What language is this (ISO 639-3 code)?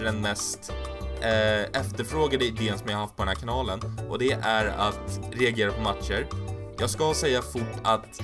swe